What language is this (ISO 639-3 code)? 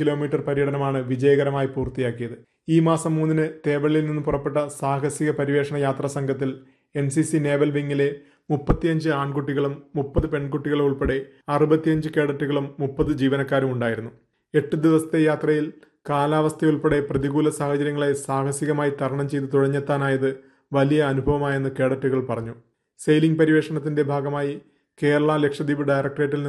mal